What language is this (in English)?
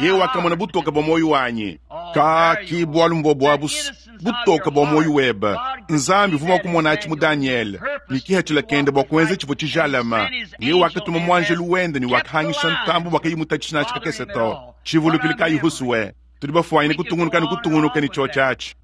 Luba-Lulua